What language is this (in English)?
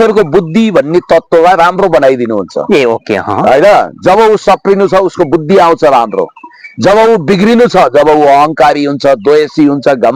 Nepali